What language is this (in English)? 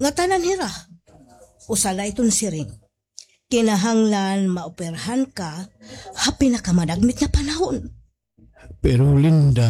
Waray